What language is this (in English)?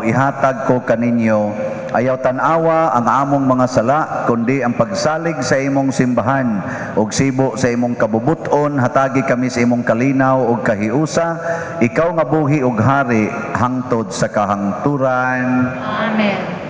Cebuano